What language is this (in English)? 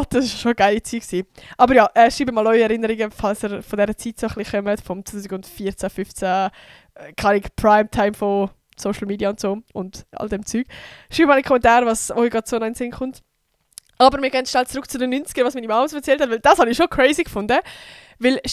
Swiss German